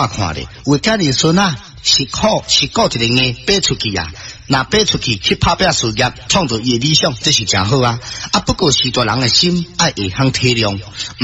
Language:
Min Nan Chinese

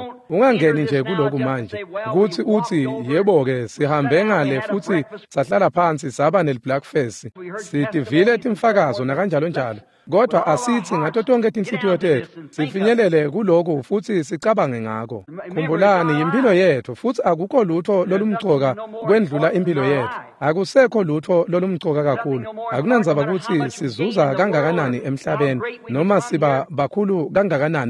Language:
Swati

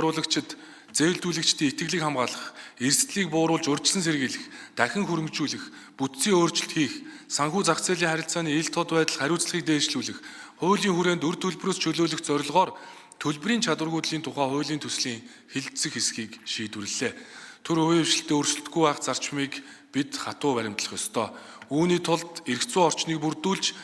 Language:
Mongolian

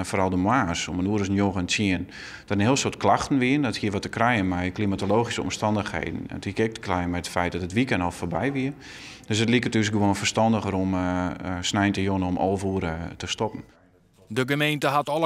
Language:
Western Frisian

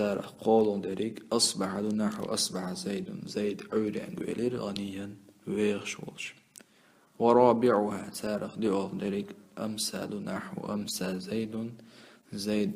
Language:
Chechen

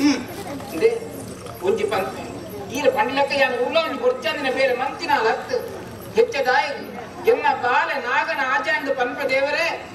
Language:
Tulu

